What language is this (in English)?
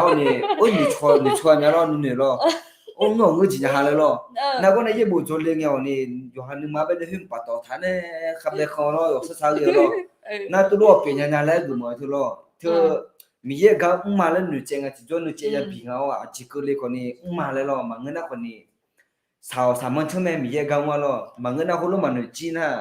Akha